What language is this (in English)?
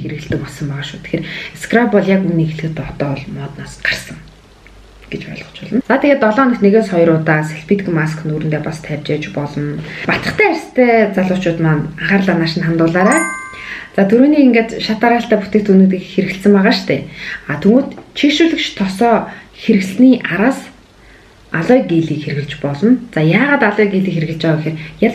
Mongolian